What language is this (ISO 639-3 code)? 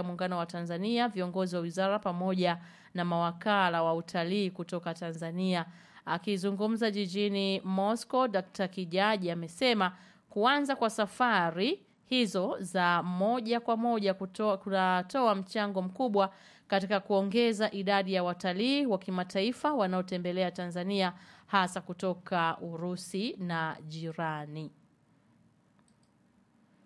swa